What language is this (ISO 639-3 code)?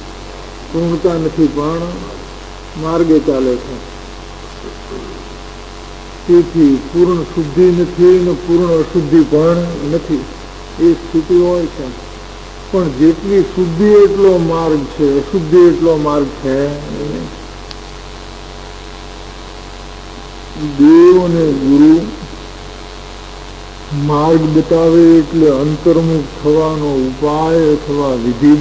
guj